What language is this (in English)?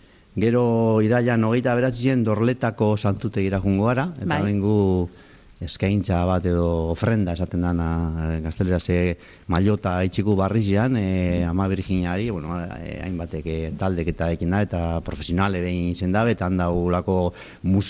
Basque